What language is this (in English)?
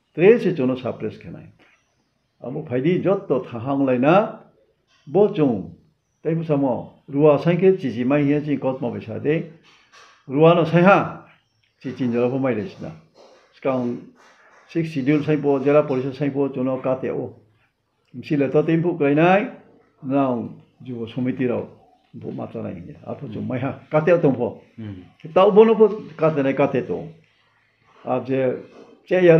Riang (India)